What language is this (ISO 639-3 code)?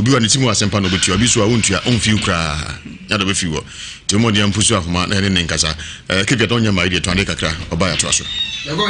aka